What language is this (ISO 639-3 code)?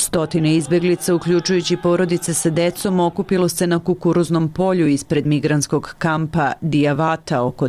srp